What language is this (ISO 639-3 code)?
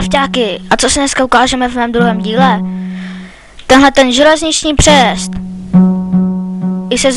ces